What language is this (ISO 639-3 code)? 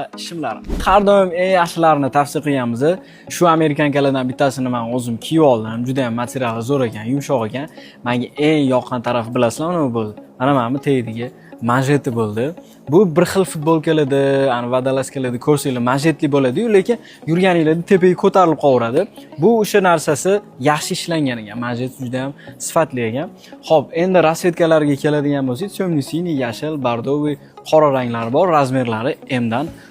uzb